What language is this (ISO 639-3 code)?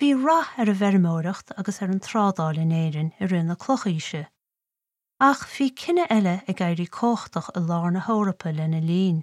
gle